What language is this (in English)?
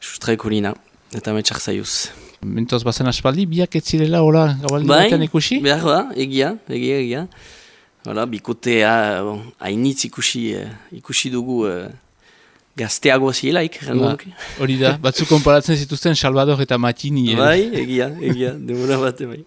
Basque